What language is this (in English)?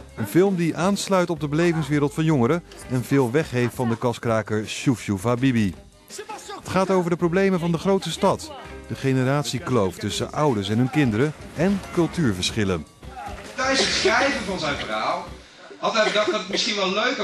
Dutch